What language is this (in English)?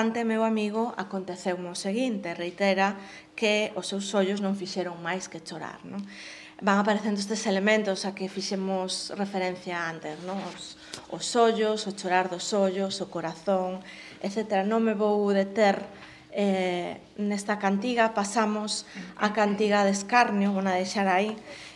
Galician